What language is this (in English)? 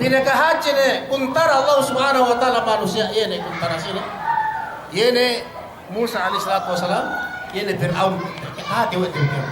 Yakan